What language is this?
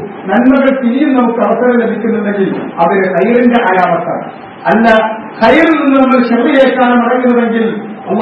Malayalam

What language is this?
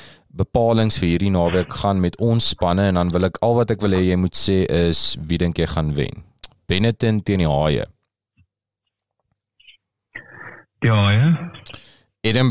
Afrikaans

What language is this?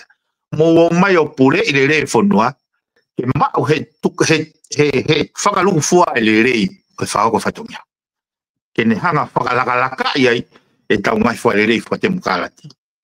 Tongan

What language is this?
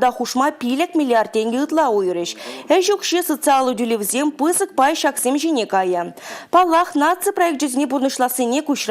Chuvash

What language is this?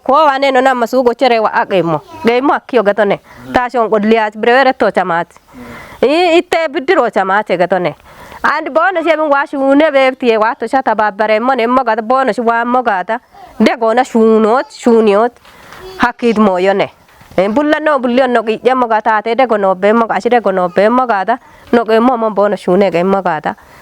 Kafa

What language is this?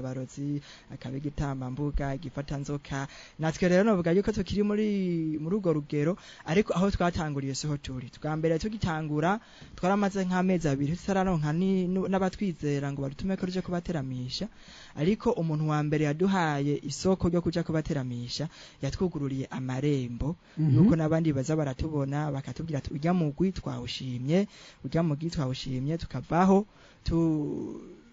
Rundi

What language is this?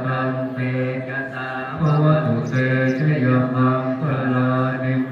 Pali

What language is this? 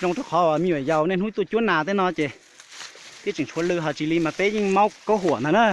Hmong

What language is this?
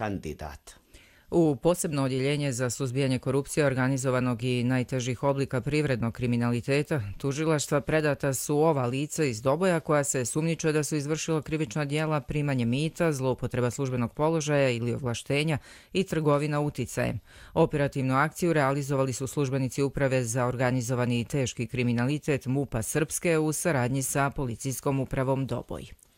Croatian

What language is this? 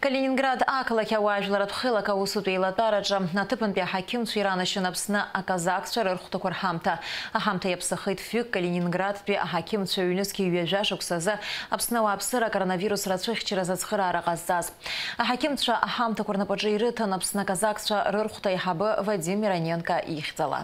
Abkhazian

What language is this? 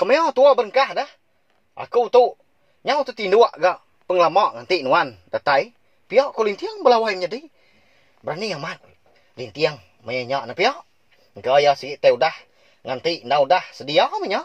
Iban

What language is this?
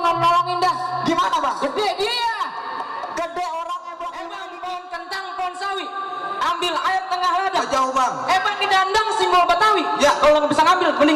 Betawi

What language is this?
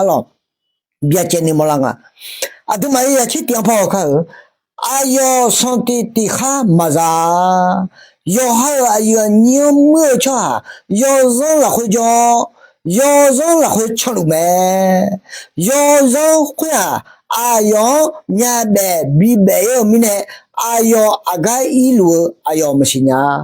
Akha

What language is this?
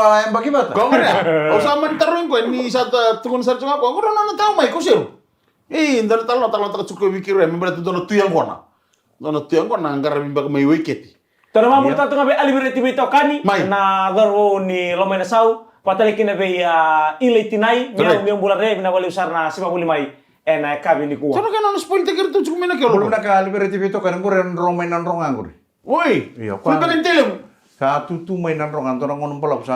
Fijian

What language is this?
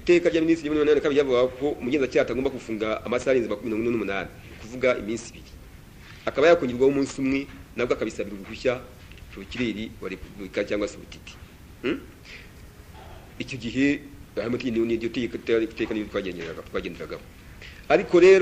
Kinyarwanda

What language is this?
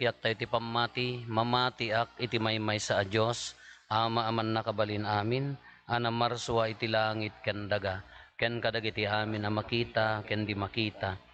Iloko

